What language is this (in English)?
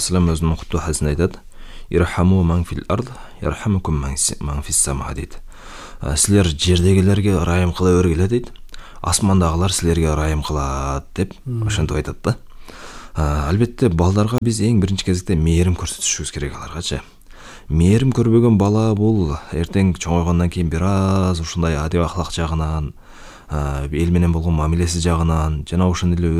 Kyrgyz